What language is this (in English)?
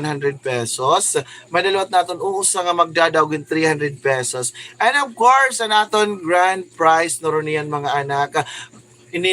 Waray